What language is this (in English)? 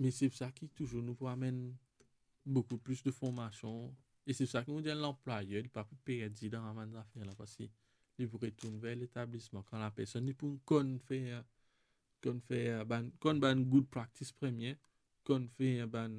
Morisyen